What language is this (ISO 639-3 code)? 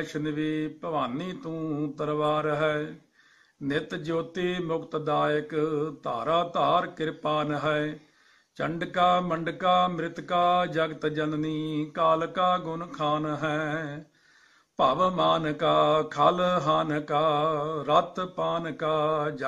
pan